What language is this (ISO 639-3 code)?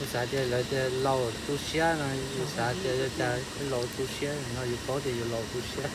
hmn